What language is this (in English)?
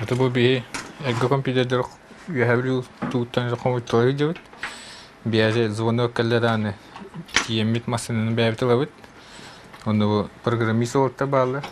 Yakut